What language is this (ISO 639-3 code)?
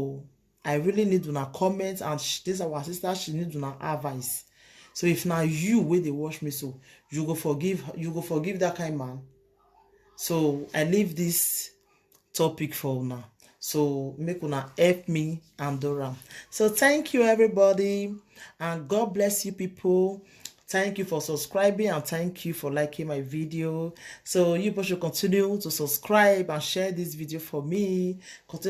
pcm